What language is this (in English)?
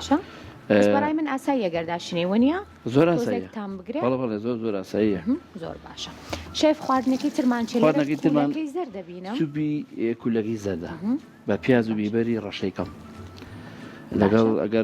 Central Kurdish